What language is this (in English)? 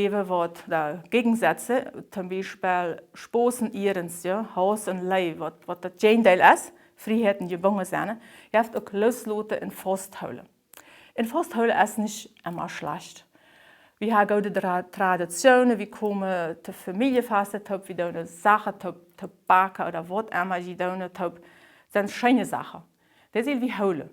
Plautdietsch